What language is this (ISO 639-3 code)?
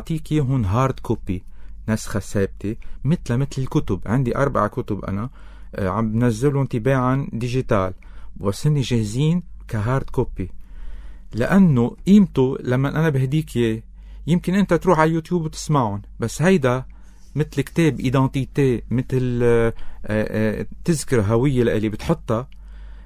apc